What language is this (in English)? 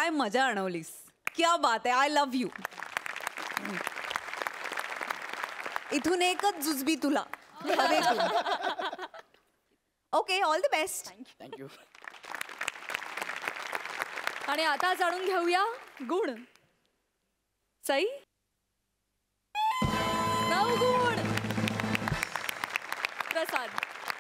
Marathi